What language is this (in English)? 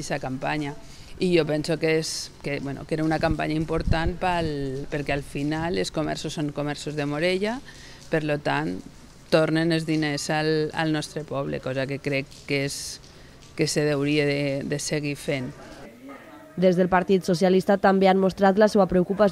Catalan